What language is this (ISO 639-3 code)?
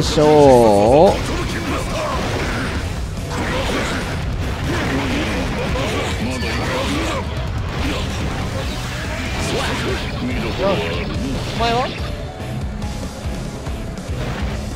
jpn